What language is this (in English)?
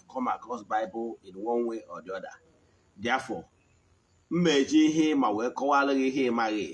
Igbo